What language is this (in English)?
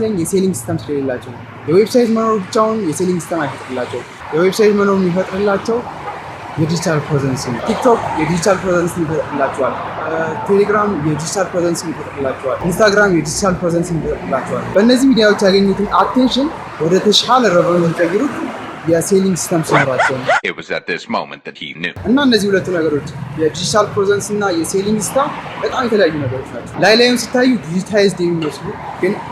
Amharic